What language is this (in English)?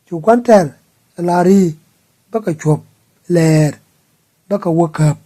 Nuer